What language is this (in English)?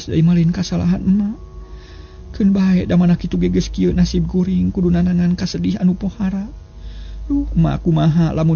Sundanese